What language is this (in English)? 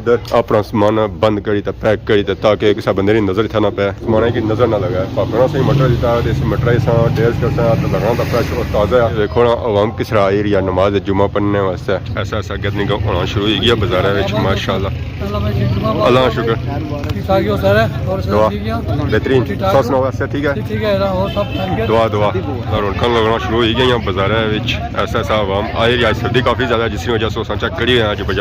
Pahari-Potwari